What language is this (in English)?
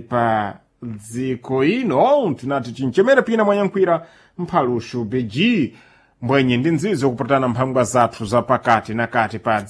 Sena